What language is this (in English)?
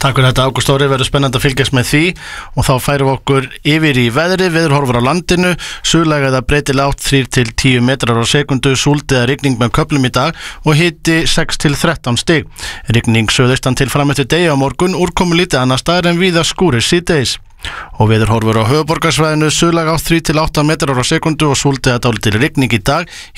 Icelandic